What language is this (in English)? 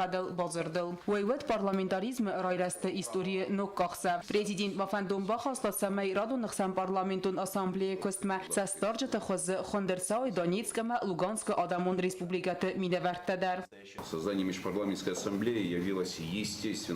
Ossetic